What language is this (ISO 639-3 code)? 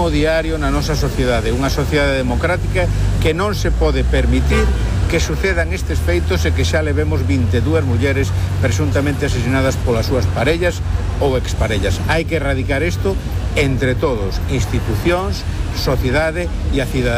glg